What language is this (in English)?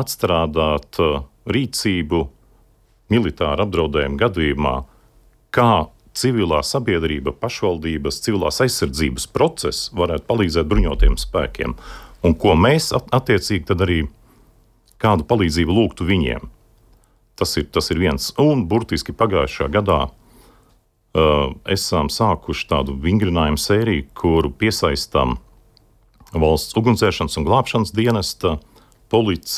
Latvian